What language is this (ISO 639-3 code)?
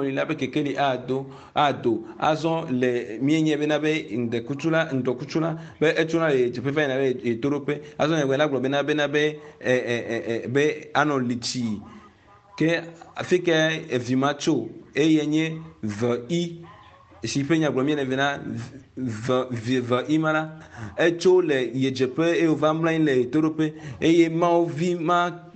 ewe